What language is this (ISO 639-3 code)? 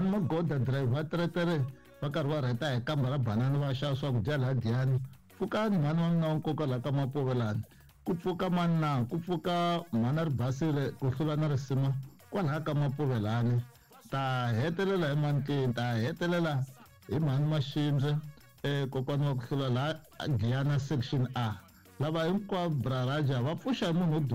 tso